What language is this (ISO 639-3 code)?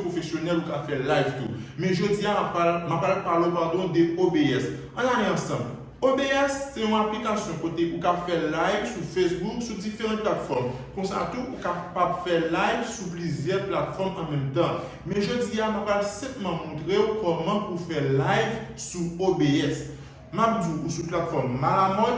hat